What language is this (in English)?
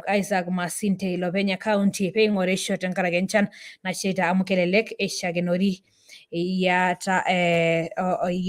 Masai